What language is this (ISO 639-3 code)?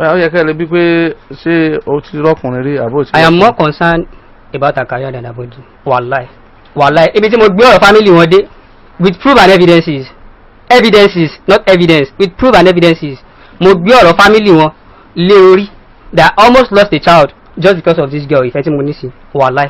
yor